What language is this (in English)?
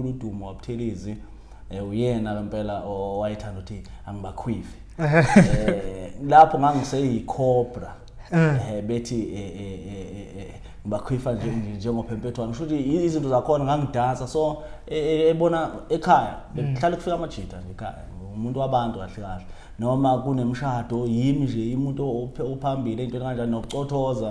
Zulu